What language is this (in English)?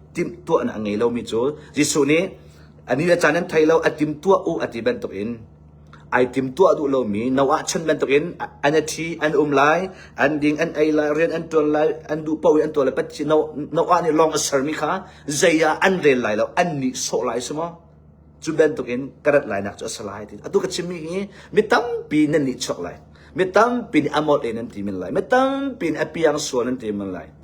Hakha Chin